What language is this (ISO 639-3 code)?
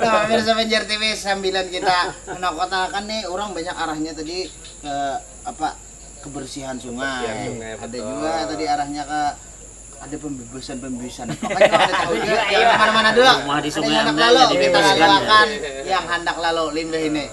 bjn